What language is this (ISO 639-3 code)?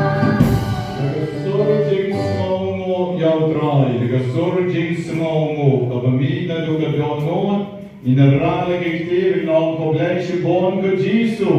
kha